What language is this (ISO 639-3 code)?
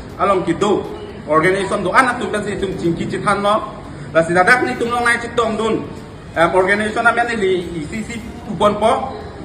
mjw